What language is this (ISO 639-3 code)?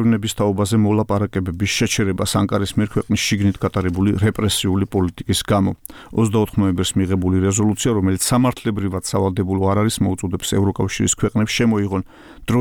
kat